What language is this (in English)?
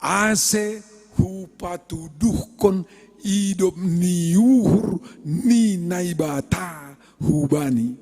Batak Simalungun